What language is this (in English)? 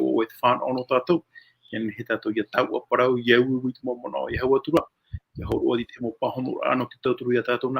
Tahitian